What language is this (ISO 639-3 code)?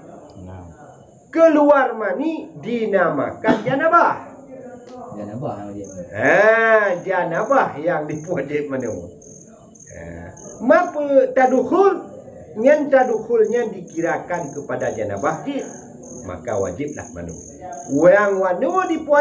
ace